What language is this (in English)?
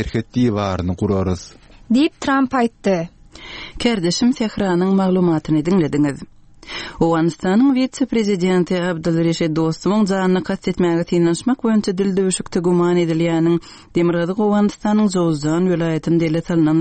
Turkmen